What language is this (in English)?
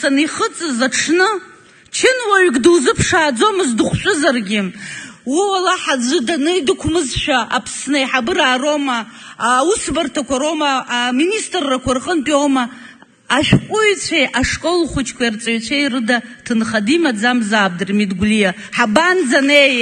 Abkhazian